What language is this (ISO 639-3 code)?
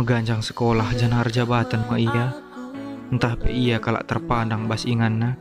btx